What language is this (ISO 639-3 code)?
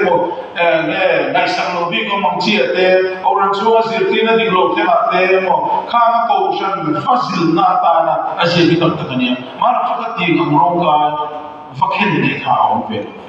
lus